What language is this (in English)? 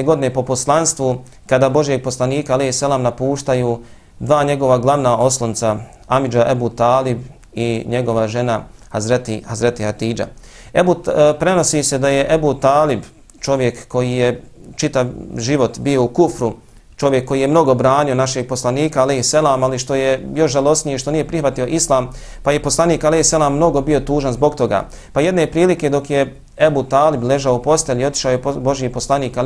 Bosnian